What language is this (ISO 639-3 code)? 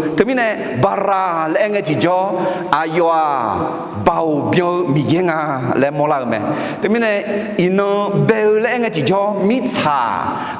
ahk